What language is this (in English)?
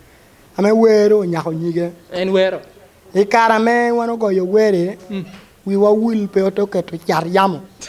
Lango (Uganda)